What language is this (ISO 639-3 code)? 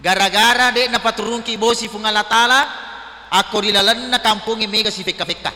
bug